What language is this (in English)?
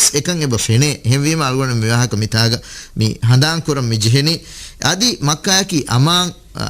Divehi